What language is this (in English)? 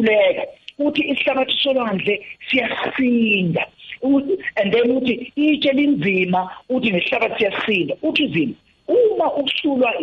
South Ndebele